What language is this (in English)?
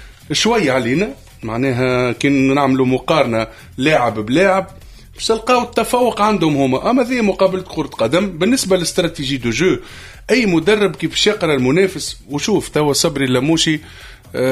Tunisian Arabic